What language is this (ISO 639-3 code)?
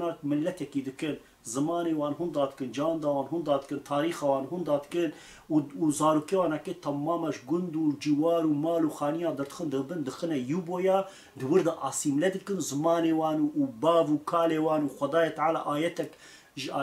kur